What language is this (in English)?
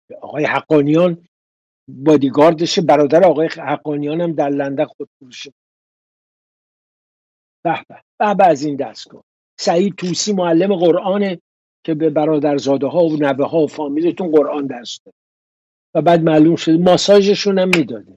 Persian